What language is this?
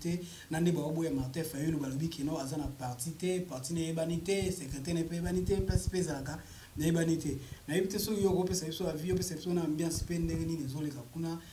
Lingala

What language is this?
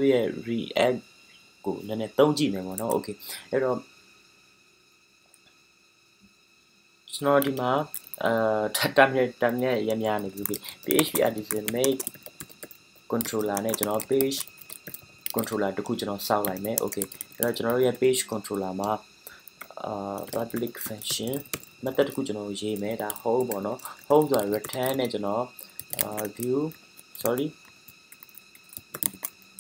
Burmese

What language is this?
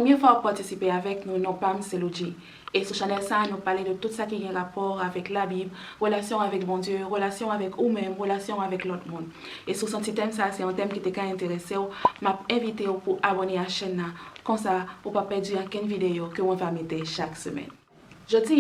Haitian Creole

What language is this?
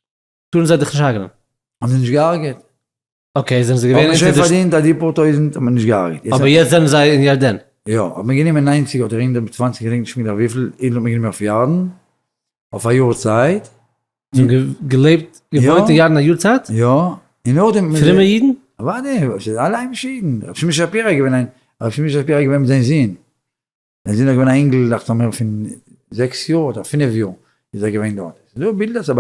Yiddish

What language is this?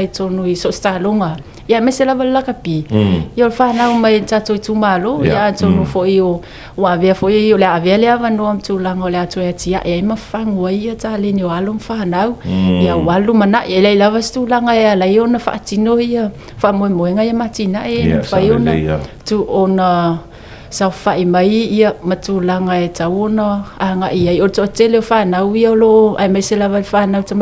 Samoan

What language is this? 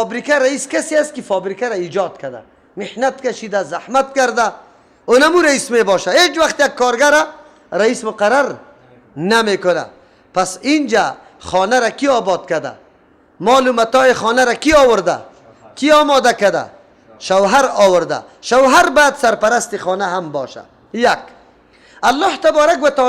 Persian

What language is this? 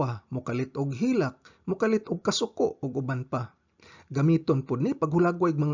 Cebuano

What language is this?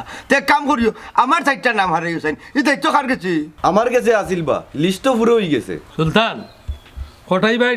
Sylheti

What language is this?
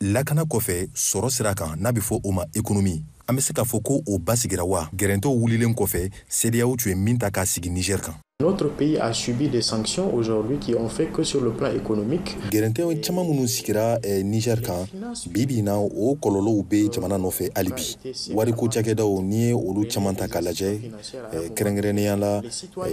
Bambara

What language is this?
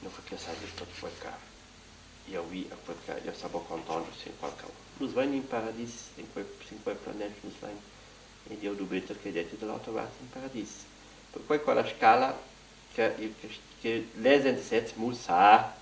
Romansh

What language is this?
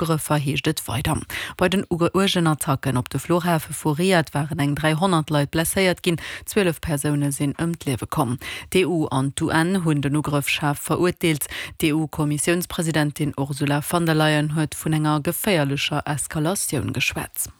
Luxembourgish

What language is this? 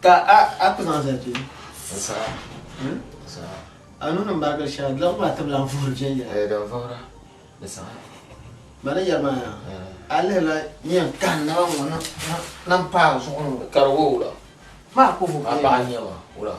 Dagbani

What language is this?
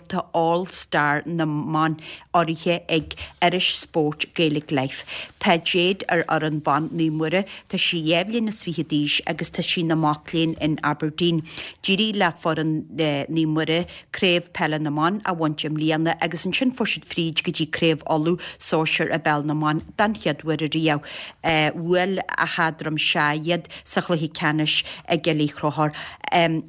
Irish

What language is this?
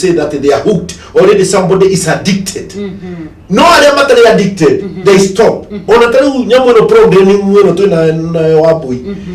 Kikuyu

